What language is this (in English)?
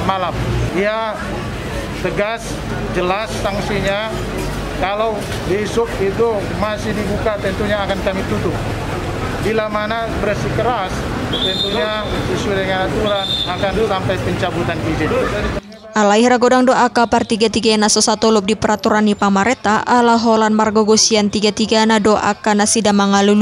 Batak Toba